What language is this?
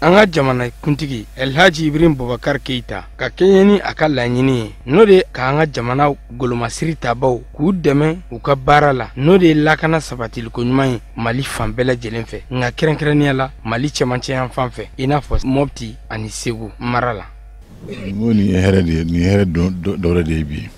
Bambara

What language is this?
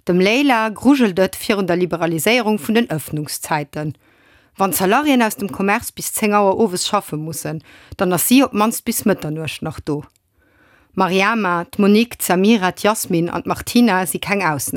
Luxembourgish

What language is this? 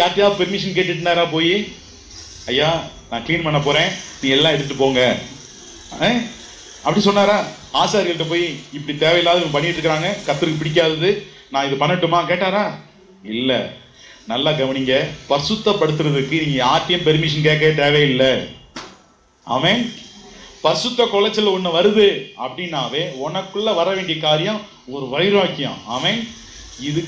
Tamil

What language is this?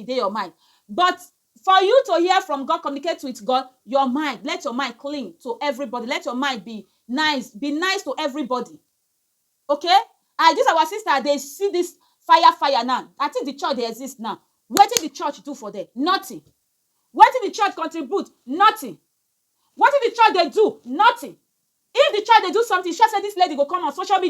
Nigerian Pidgin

